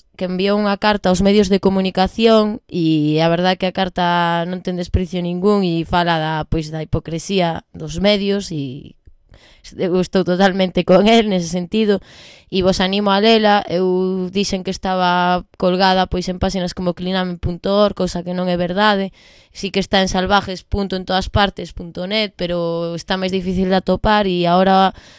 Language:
Galician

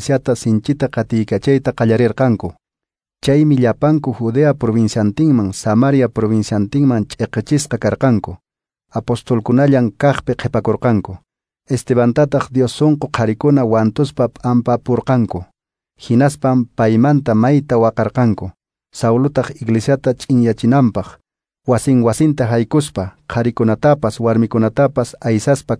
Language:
Quechua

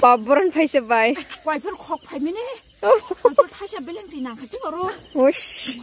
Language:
Kok Borok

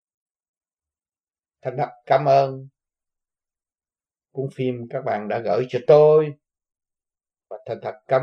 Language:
Vietnamese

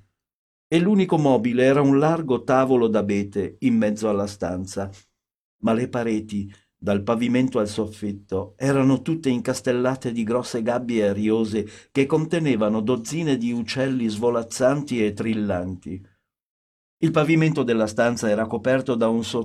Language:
Italian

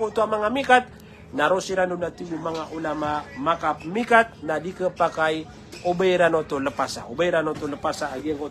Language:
Maranao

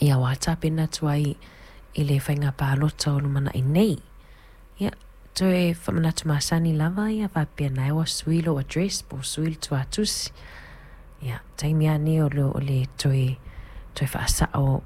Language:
Samoan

